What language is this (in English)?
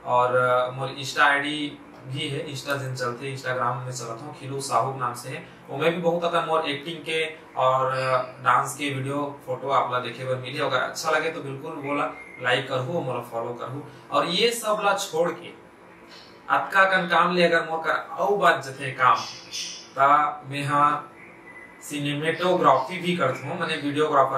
Chhattisgarhi